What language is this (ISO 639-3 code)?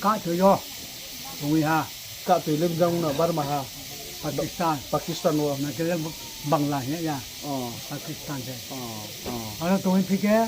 ria